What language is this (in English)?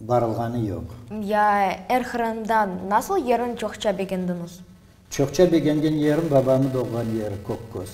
Crimean Tatar